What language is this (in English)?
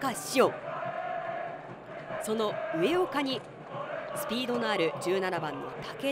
Japanese